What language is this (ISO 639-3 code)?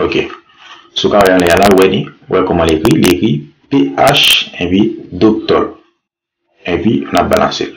hat